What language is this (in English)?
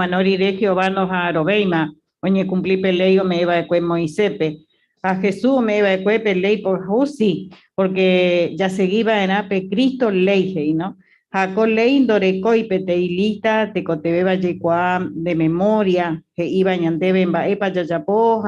Guarani